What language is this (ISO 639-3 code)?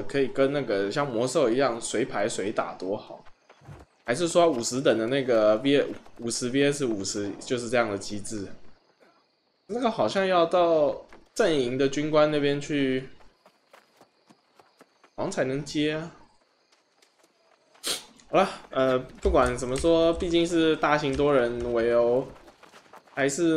zho